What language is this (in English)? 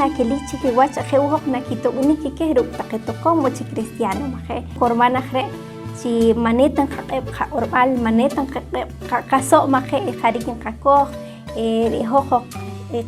Poqomchi'